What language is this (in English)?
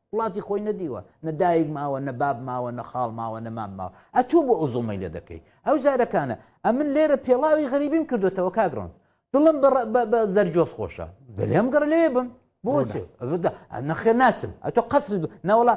Central Kurdish